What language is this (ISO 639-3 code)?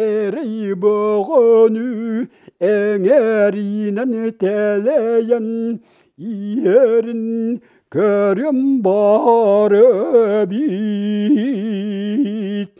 sah